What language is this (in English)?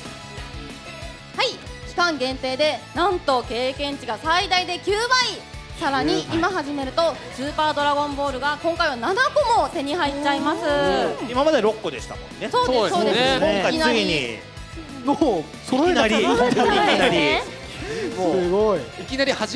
Japanese